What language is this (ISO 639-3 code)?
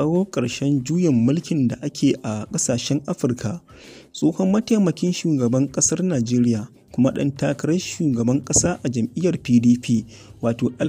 hau